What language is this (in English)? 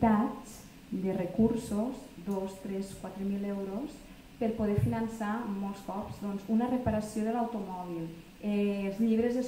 Catalan